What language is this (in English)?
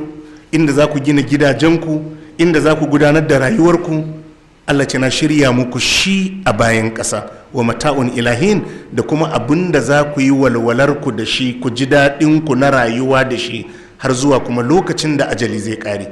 Hausa